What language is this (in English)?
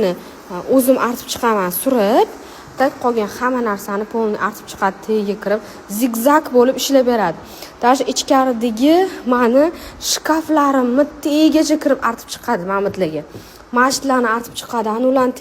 Uzbek